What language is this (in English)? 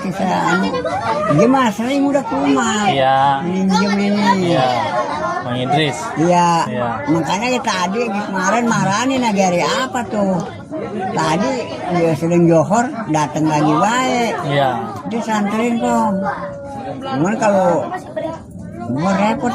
Betawi